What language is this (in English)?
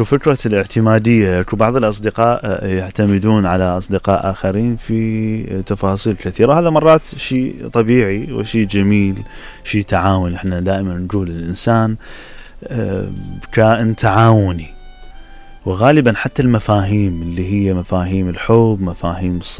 Mesopotamian Arabic